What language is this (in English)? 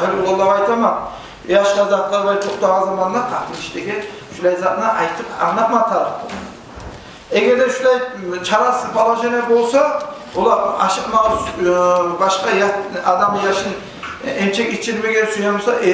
Kumyk